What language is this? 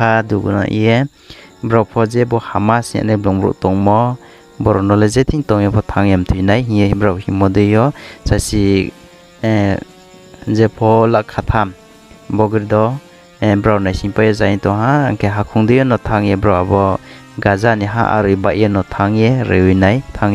Riang (India)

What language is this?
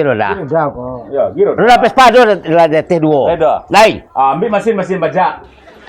Minangkabau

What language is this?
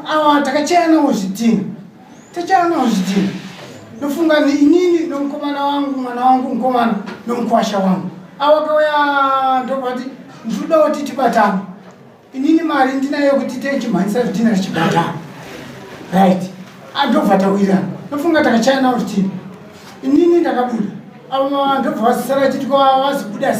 Shona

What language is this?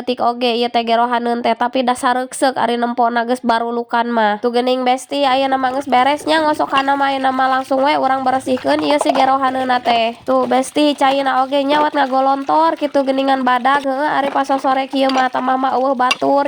Sundanese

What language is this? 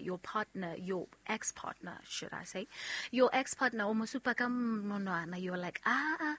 Southern Sotho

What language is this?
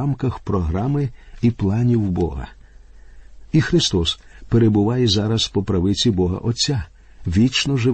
Ukrainian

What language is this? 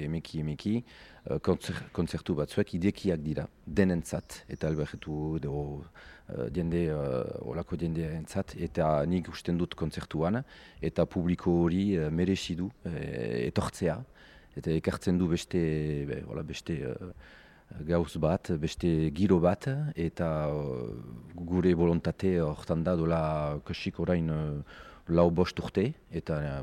Basque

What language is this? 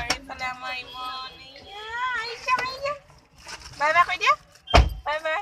Assamese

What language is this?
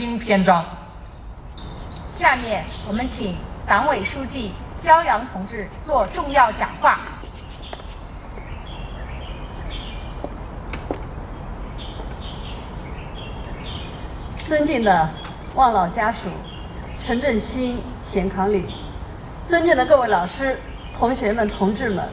Chinese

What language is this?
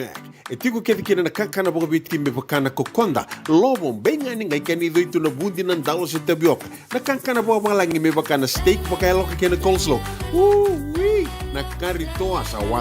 Fijian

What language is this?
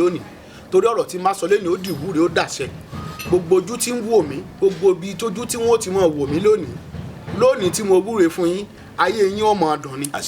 Yoruba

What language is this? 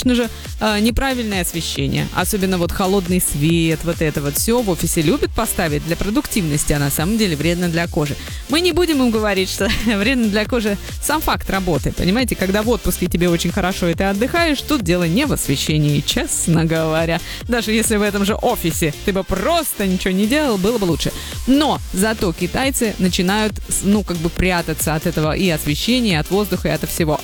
Russian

